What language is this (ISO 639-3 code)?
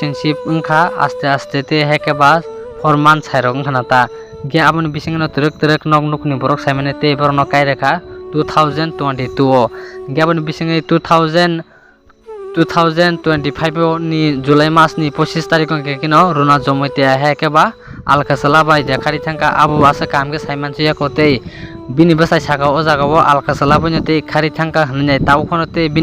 trp